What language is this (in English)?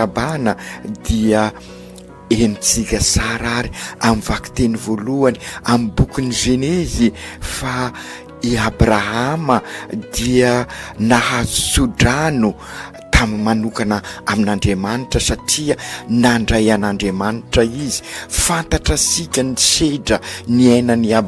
Malagasy